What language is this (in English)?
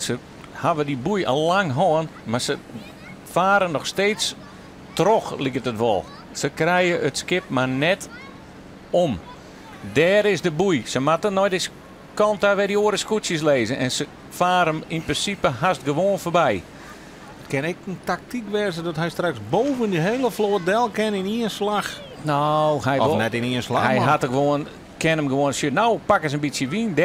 Western Frisian